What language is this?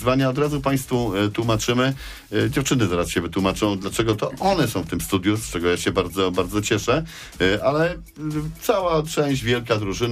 Polish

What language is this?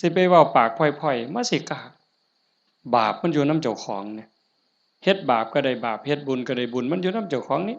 Northeastern Thai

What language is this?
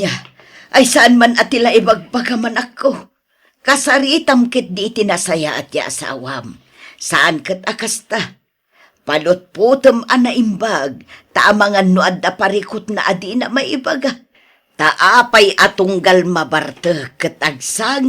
Iloko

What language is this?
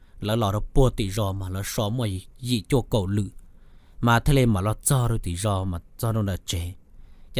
Hmong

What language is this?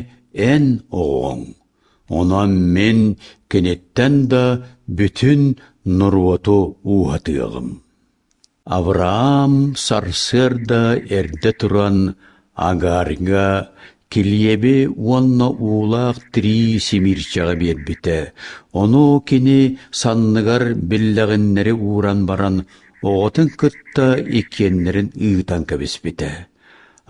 Yakut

